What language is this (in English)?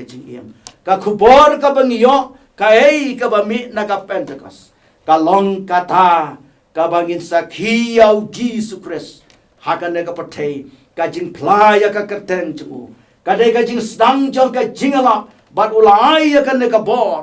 Khasi